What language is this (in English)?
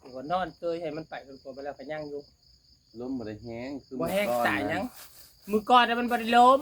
Northeastern Thai